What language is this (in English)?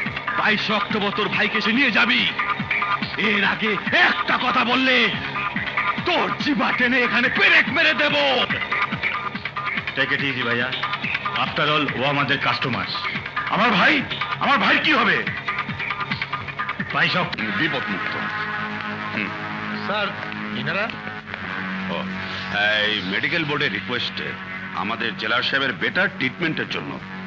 Bangla